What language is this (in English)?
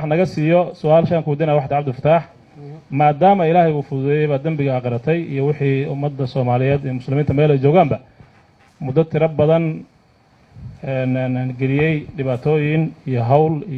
Somali